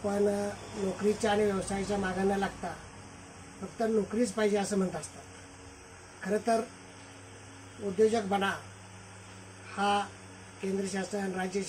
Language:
Marathi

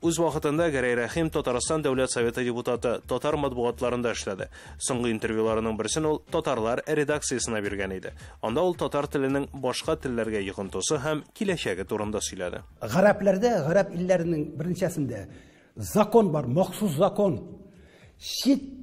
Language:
Tatar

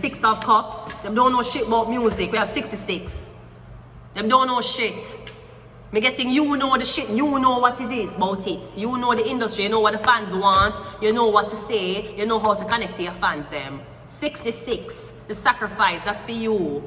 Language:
Jamaican Creole English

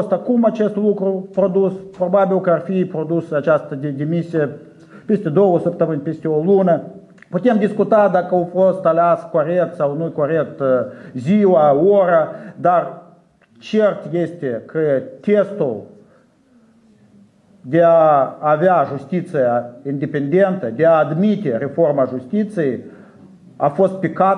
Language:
Romanian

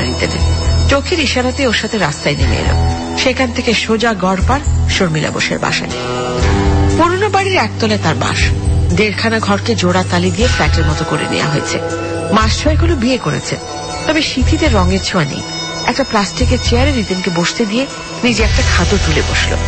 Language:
Bangla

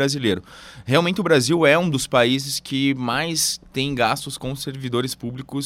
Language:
Portuguese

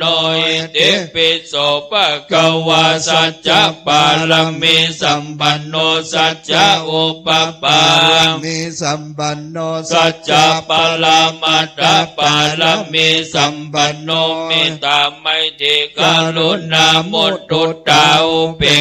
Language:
Pali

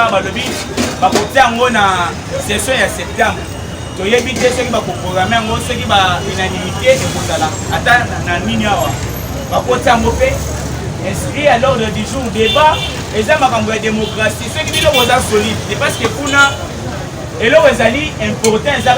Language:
Lingala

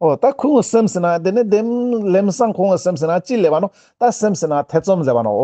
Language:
Ladakhi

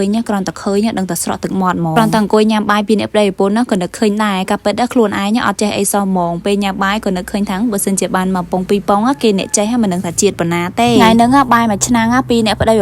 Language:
Khmer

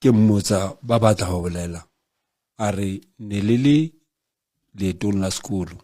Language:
Southern Sotho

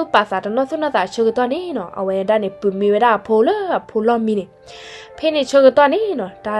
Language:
S'gaw Karen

